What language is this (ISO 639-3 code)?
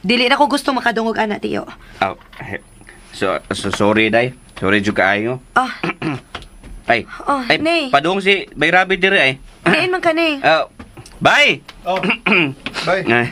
ceb